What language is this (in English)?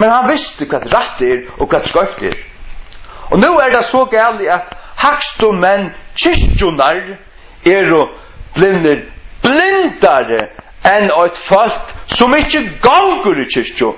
Faroese